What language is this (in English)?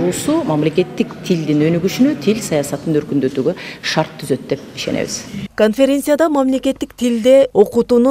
Kyrgyz